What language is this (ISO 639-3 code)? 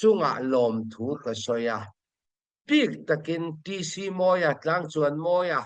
cnh